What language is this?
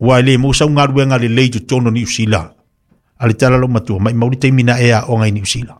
Samoan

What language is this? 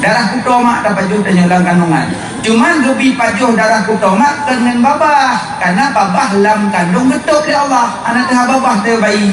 Achinese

